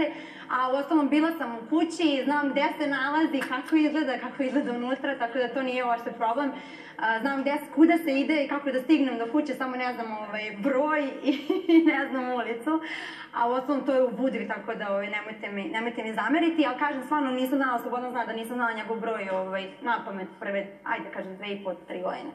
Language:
Serbian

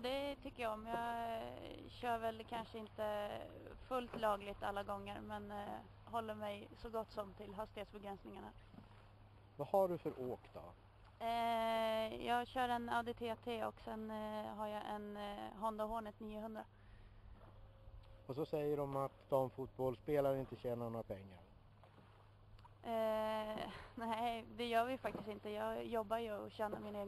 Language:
Swedish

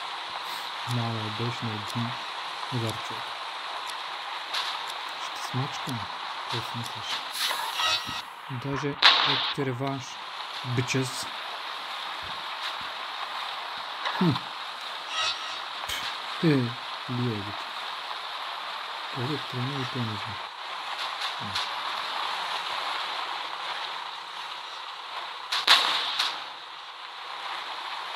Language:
Bulgarian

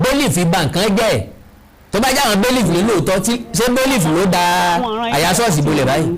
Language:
Yoruba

